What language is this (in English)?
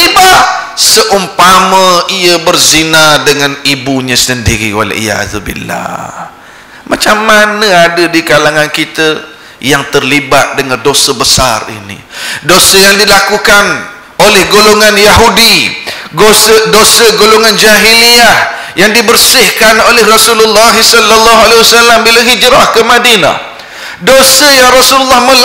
Malay